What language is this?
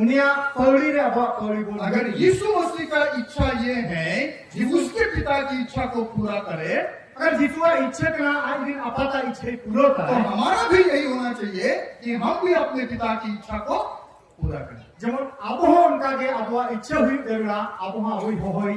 Santali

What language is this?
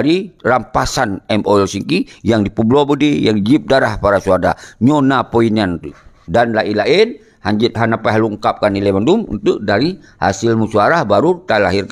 Achinese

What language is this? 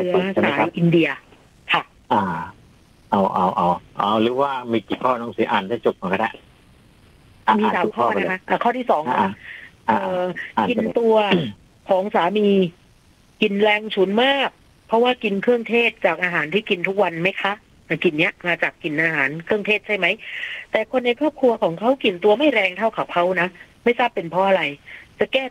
Thai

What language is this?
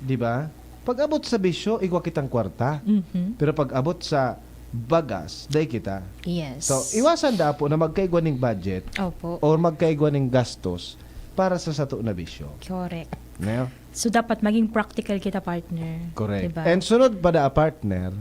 Bikol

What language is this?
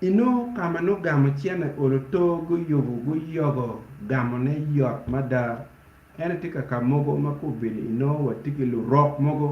Acoli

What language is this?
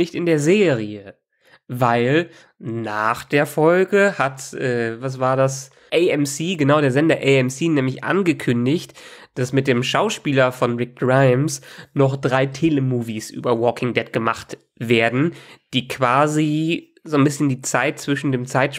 German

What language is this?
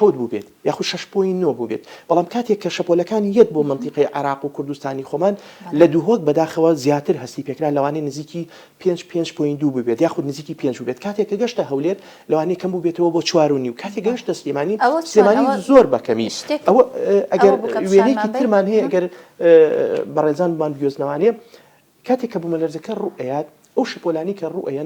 Central Kurdish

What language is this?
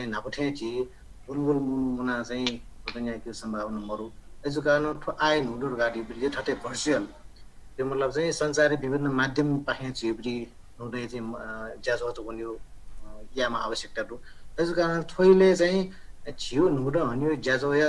Newari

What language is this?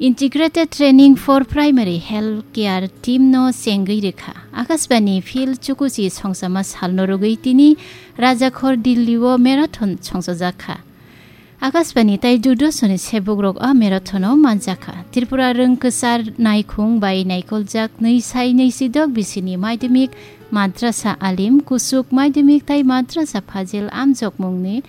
Kok Borok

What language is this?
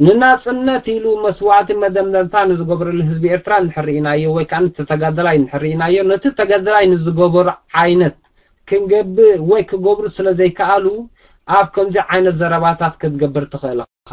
Tigrinya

